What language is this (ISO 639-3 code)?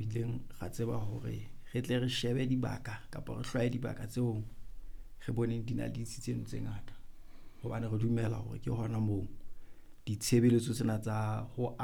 sot